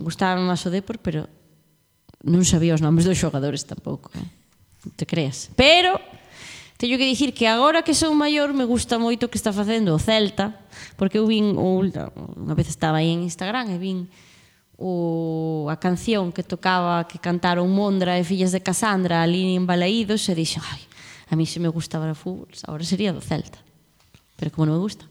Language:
Galician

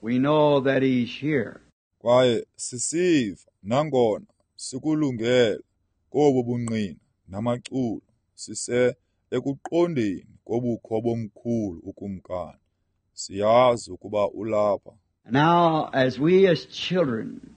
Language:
Xhosa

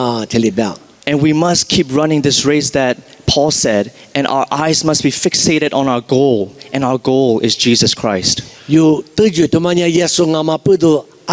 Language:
Lisu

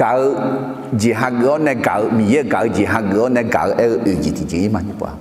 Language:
Akha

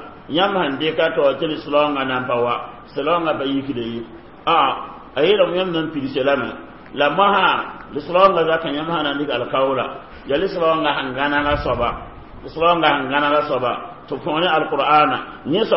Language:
Mossi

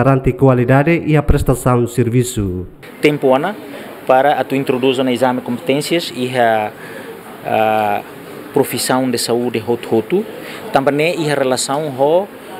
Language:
Tetum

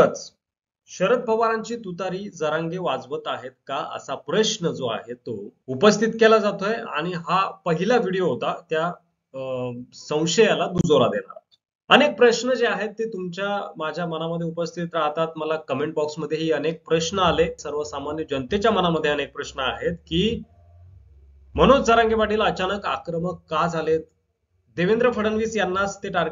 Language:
Marathi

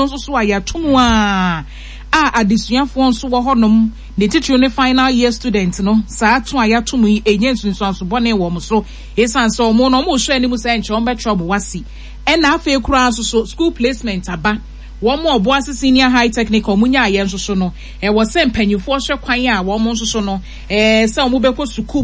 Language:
Akan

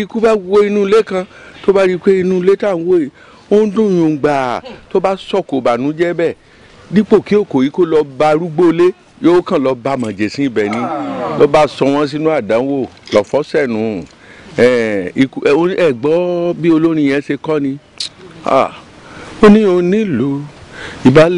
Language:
Yoruba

